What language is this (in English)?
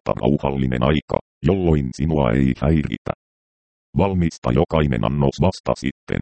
Finnish